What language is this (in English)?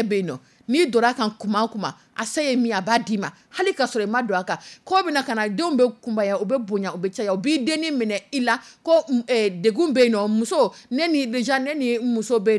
Dyula